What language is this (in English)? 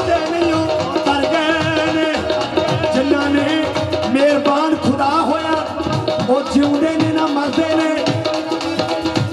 Punjabi